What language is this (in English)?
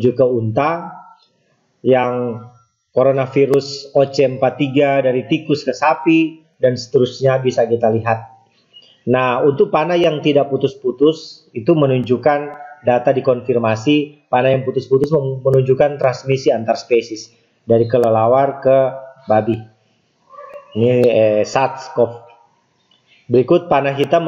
Indonesian